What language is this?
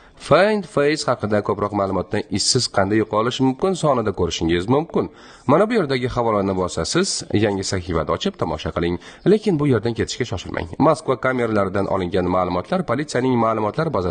Uzbek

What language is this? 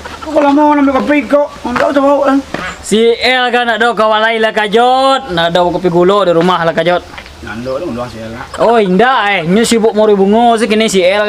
Minangkabau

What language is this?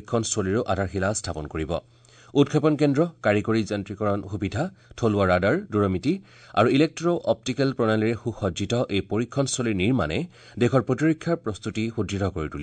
Assamese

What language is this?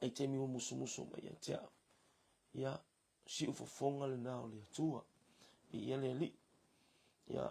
Samoan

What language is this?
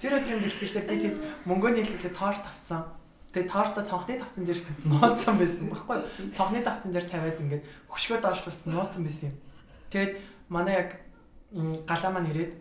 Mongolian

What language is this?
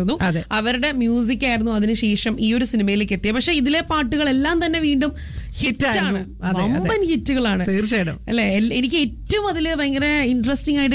Malayalam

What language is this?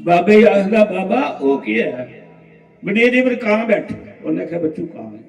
Dogri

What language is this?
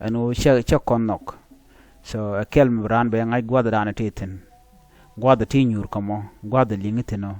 Nuer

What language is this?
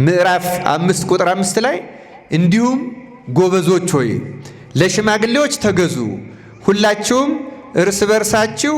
Amharic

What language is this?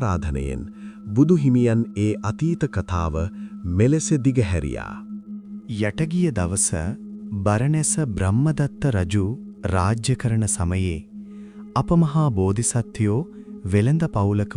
Sinhala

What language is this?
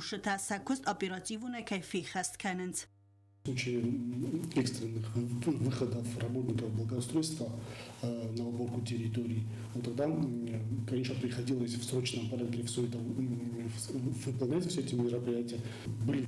Ossetic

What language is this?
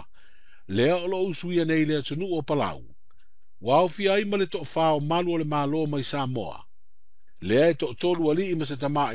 Samoan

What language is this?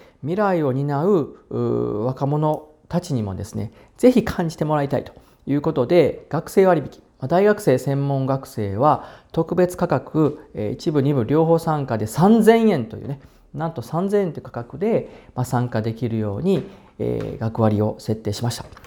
Japanese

